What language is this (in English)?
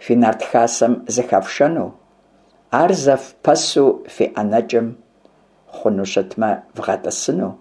Kabardian